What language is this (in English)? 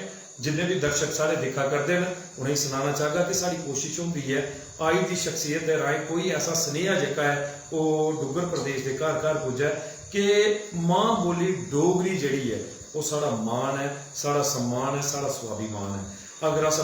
Dogri